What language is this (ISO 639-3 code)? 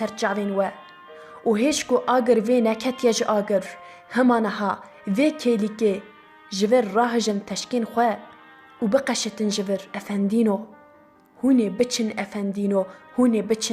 kur